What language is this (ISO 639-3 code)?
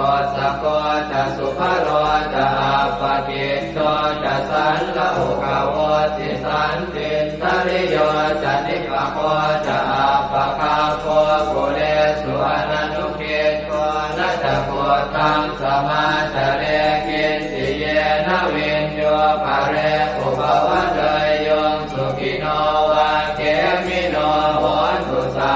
pli